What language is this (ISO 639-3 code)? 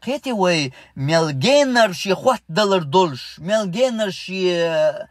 che